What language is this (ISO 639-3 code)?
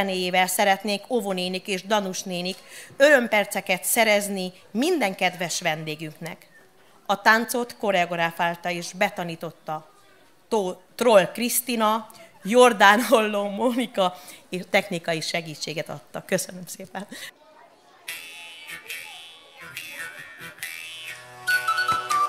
hun